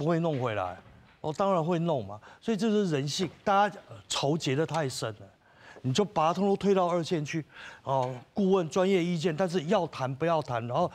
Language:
Min Nan Chinese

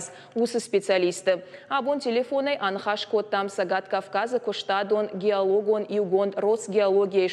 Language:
Ossetic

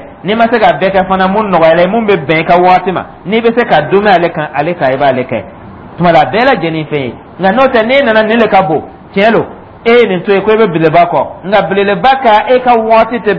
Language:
Dyula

